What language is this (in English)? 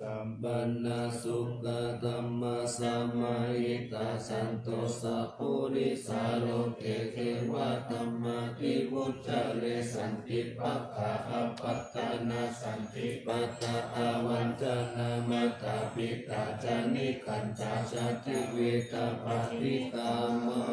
Pali